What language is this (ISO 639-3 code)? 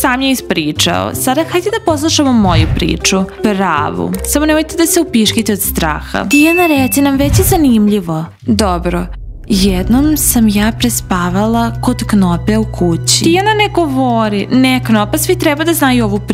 srp